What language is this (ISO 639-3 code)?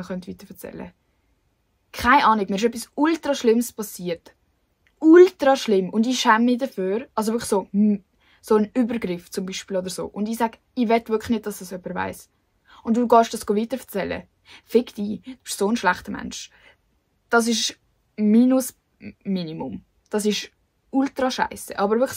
gsw